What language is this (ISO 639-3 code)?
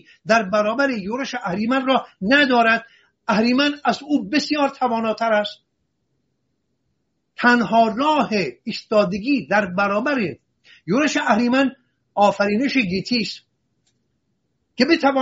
fas